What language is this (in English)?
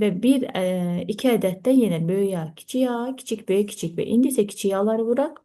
Azerbaijani